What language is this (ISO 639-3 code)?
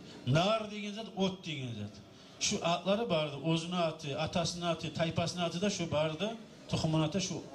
kum